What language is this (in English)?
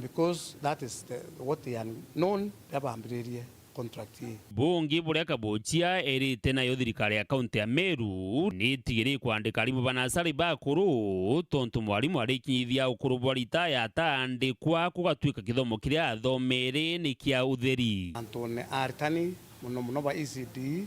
Meru